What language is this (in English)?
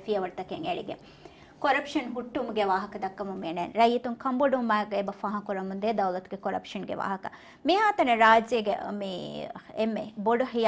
Divehi